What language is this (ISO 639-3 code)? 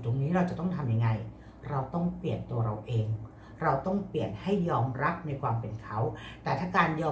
tha